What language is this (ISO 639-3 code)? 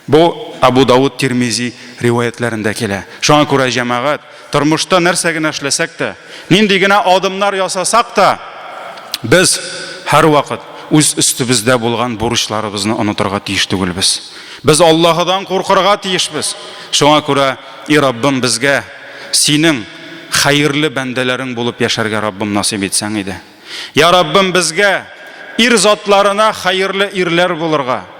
tat